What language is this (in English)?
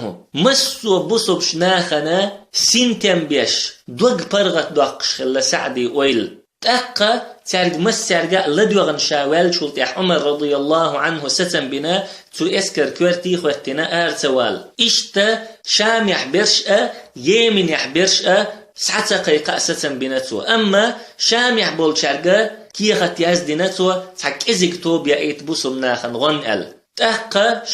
Chechen